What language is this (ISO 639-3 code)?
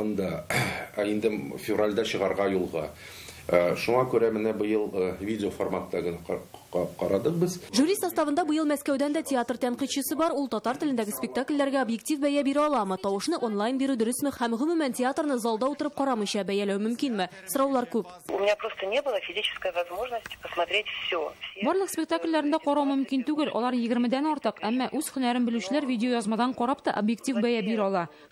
tat